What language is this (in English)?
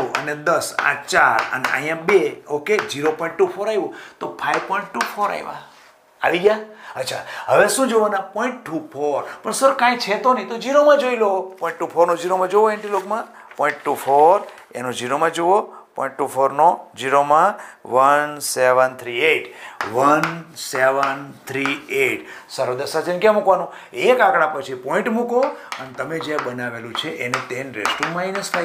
Gujarati